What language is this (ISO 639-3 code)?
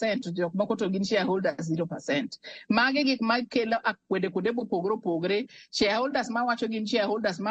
luo